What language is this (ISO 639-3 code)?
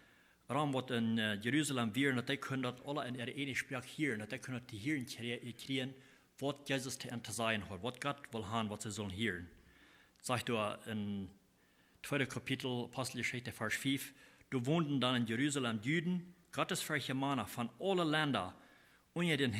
pdt